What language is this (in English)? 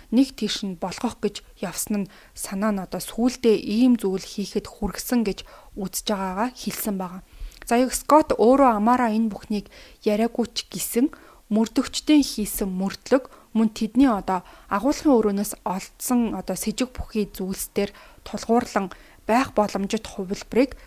Mongolian